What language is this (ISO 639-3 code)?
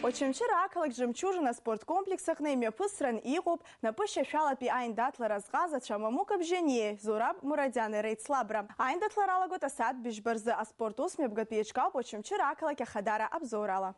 abk